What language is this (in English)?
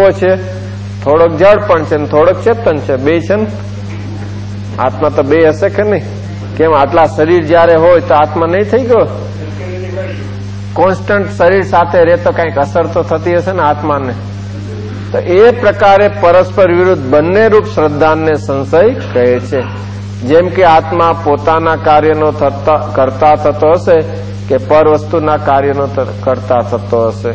Gujarati